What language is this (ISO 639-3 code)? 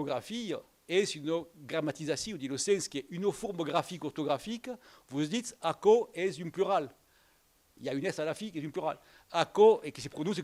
oci